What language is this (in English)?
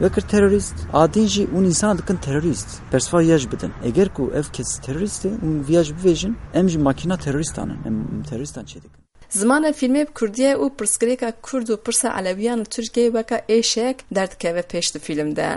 Kurdish